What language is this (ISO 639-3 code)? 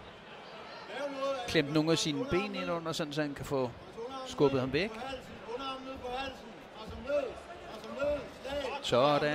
dan